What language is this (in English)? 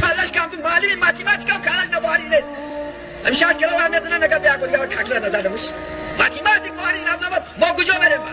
Tajik